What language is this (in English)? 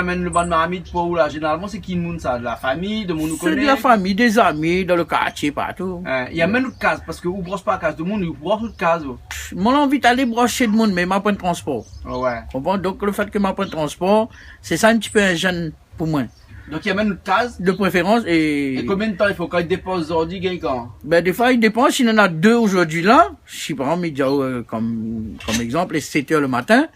Réunion Creole French